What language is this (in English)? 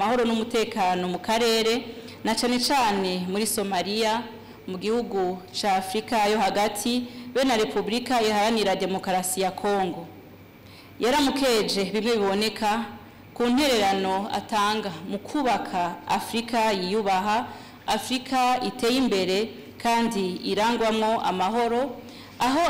Rundi